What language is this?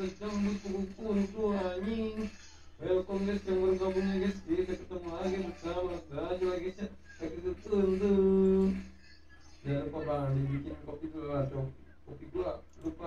Indonesian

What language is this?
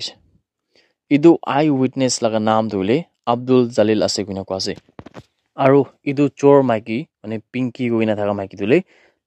Naga Pidgin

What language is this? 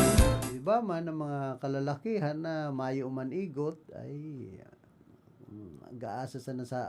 Bikol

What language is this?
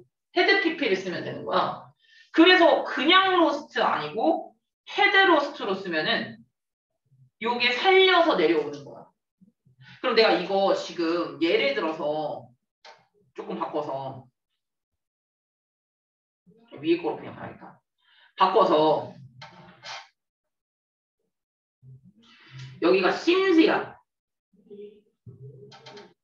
Korean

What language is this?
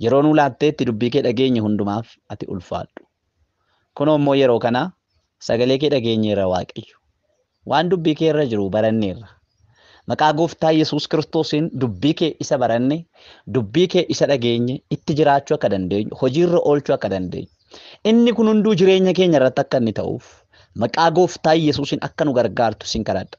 Oromo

